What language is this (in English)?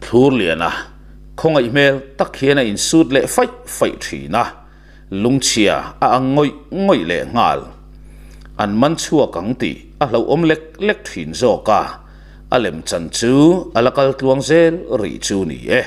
Mizo